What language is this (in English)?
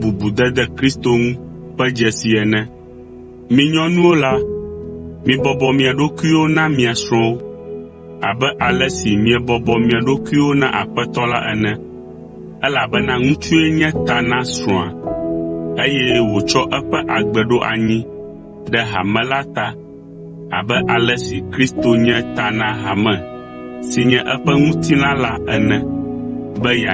Ewe